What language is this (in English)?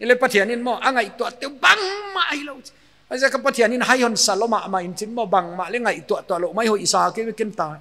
Paite Chin